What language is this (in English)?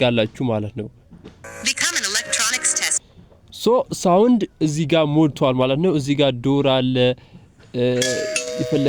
Amharic